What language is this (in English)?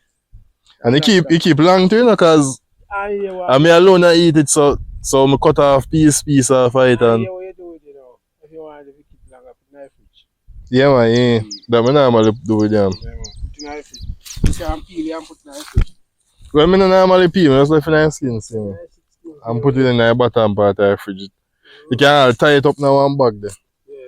Jamaican Creole English